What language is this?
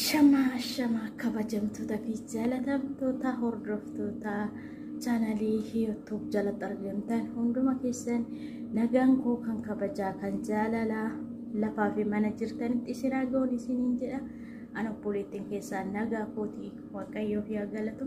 Oromo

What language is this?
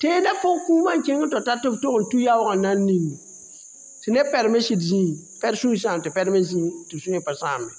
Mossi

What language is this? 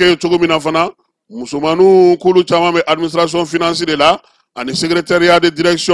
Bambara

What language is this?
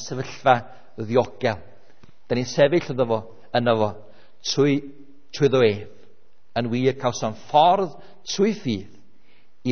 Welsh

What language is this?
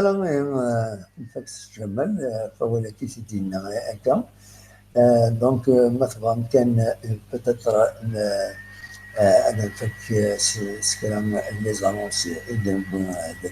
Kabyle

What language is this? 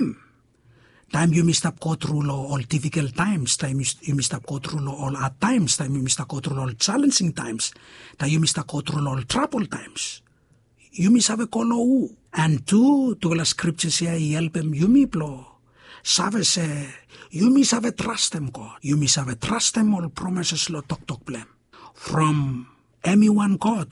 Bislama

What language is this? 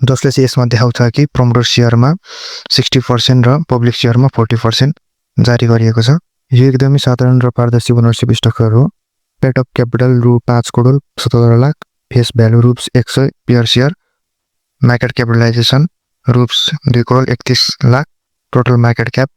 Nepali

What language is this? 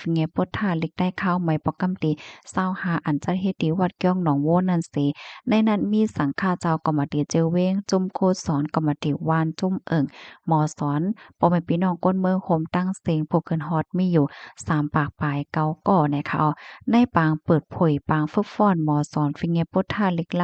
Shan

